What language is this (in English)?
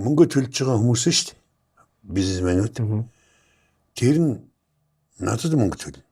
Mongolian